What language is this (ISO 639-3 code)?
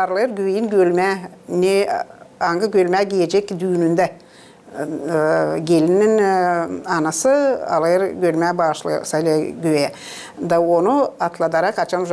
gag